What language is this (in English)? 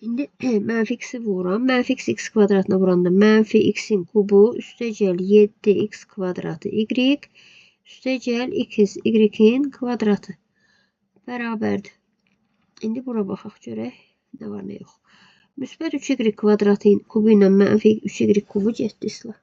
Azerbaijani